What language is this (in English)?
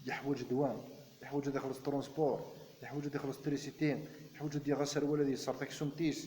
Kabyle